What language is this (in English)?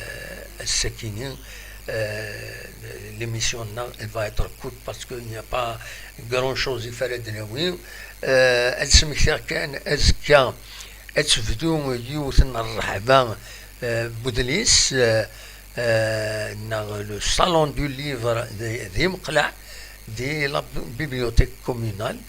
Kabyle